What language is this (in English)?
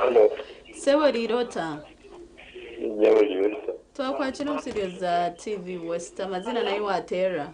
Nyankole